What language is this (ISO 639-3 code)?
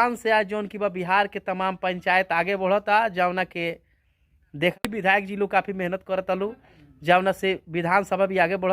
bho